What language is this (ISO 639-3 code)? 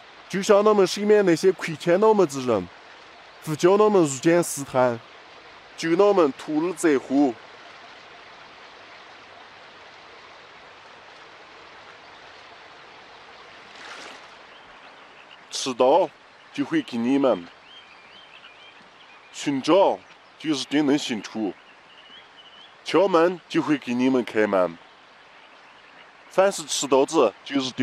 zho